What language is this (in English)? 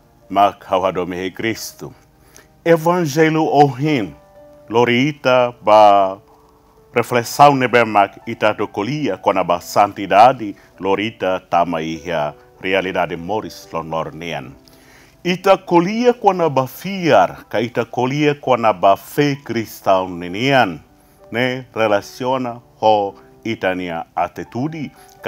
Tetum